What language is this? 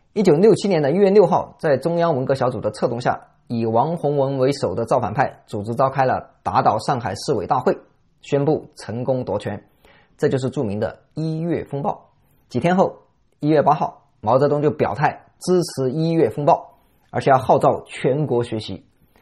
Chinese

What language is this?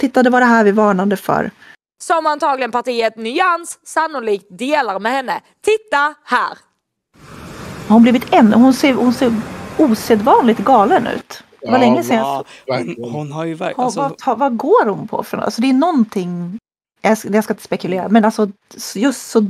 Swedish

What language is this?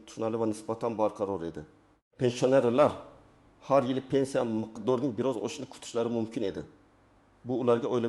Uzbek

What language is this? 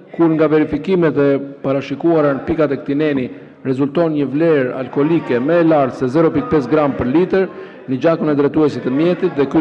Albanian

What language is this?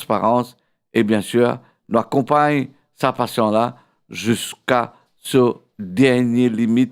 Morisyen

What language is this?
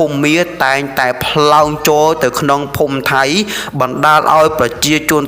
Khmer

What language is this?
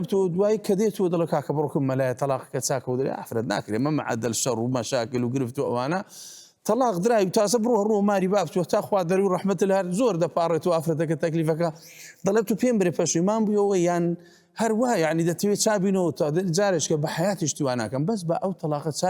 Central Kurdish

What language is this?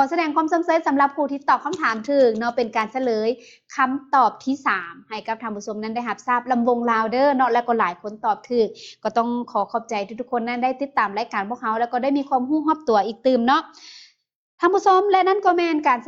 Lao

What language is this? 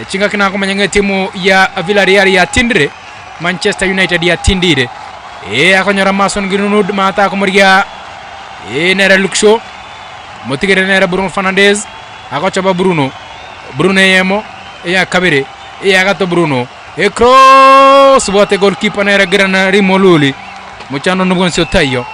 Gusii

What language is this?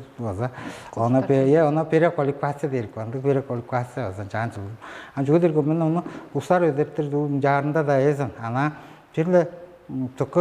Tuvinian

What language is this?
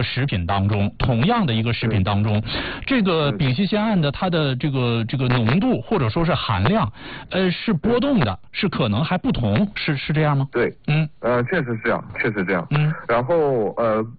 Chinese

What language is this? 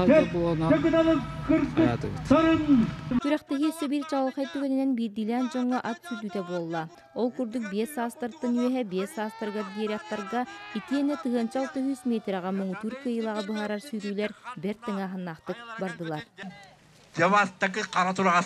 Yakut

